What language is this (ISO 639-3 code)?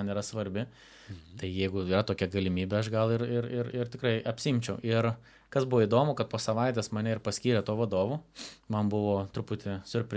lit